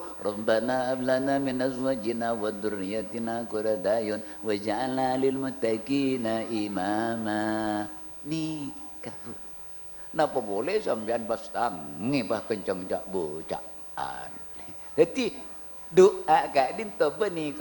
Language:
Madurese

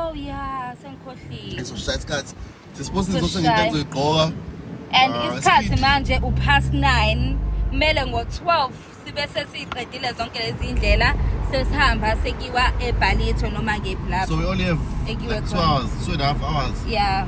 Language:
Zulu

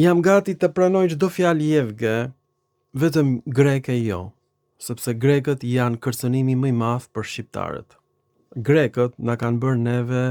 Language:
Albanian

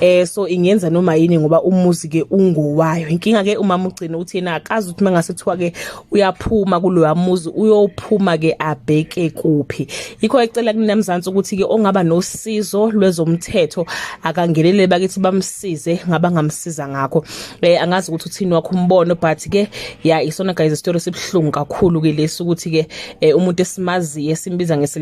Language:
Zulu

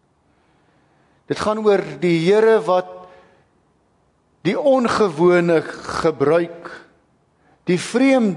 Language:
Afrikaans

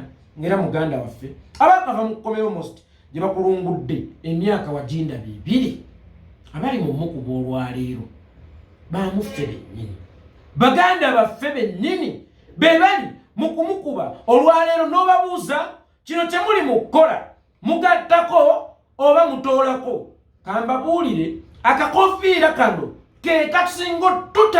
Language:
Ganda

